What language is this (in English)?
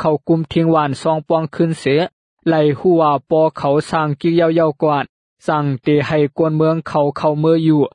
Shan